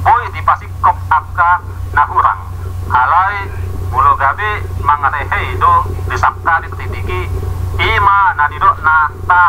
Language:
Batak Toba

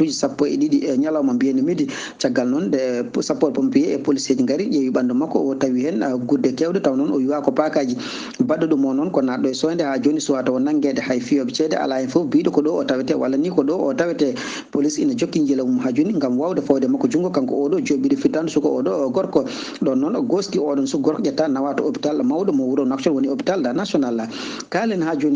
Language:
Fula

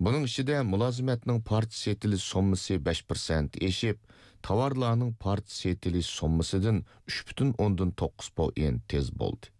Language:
Uyghur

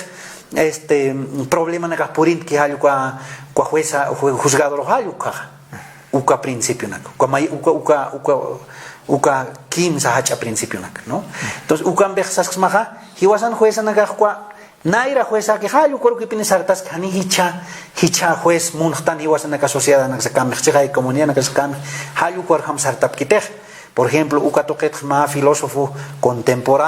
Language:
Aymara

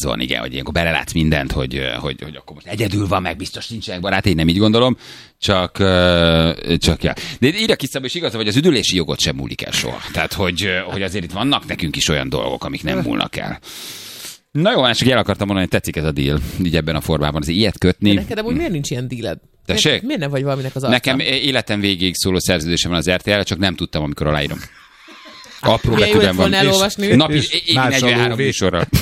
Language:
Hungarian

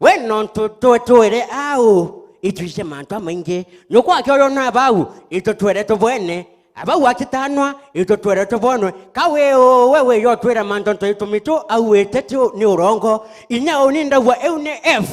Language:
Meru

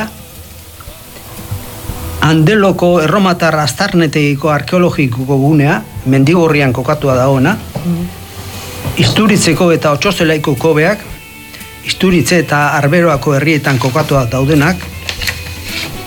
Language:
Basque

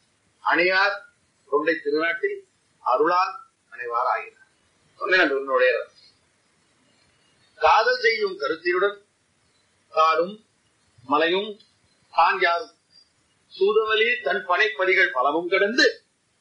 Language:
Tamil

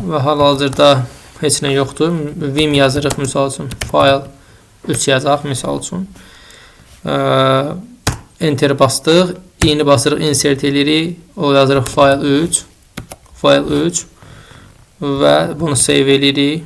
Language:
Azerbaijani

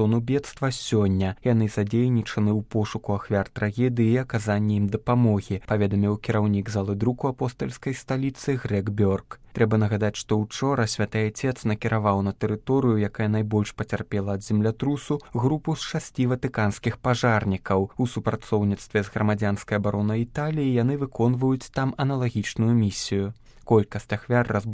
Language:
Belarusian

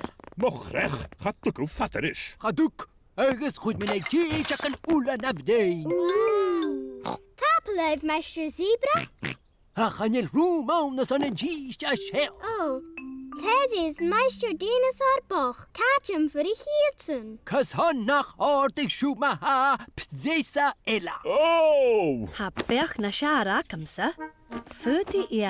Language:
Scottish Gaelic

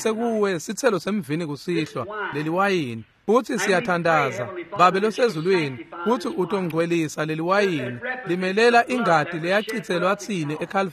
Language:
Swati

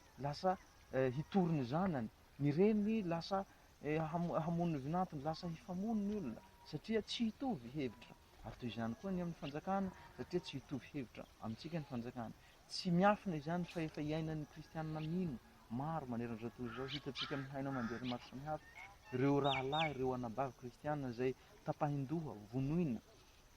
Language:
Malagasy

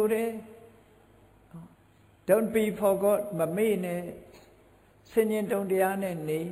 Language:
Burmese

